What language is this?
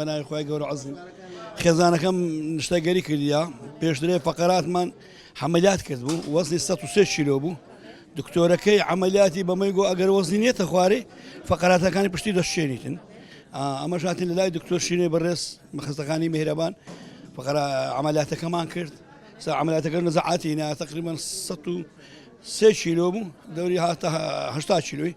Central Kurdish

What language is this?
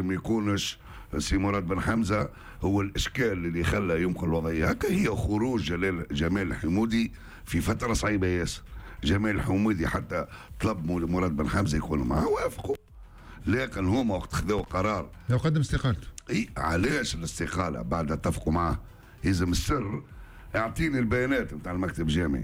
Tunisian Arabic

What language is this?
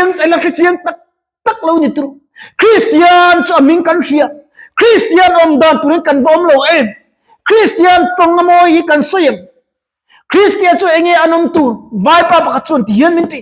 Mizo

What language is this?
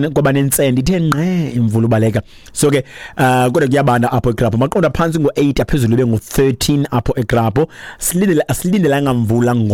Xhosa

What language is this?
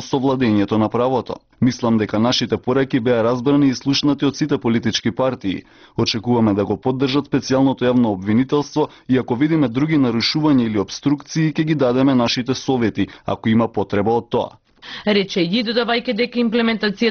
Macedonian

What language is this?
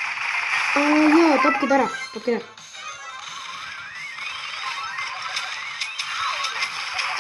Estonian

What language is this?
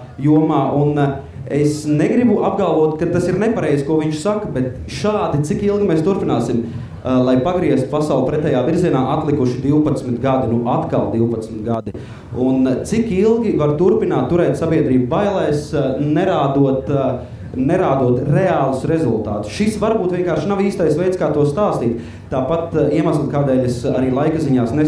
Latvian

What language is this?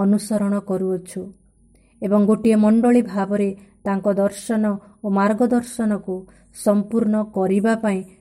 Odia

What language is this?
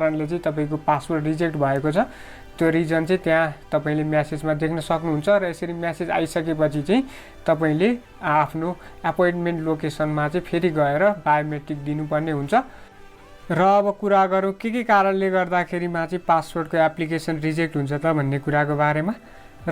Nepali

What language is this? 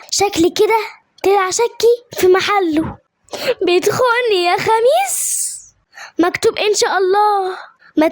Egyptian Arabic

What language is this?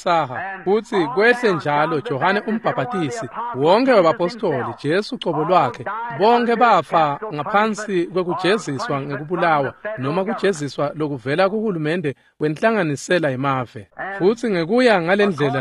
Swati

